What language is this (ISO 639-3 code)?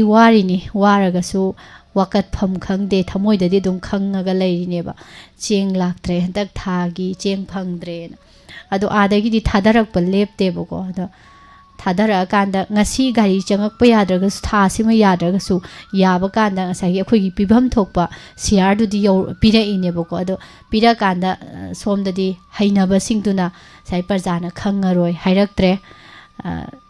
mni